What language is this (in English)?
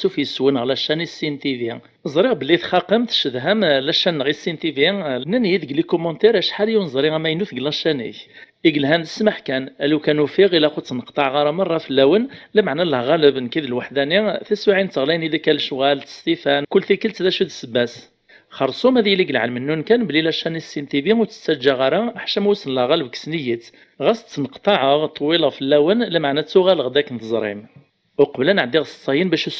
Kabyle